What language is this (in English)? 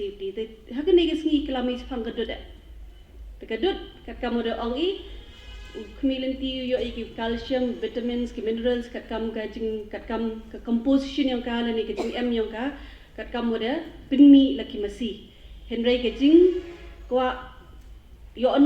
Pnar